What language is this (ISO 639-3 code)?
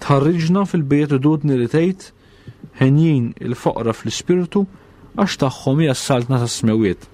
mlt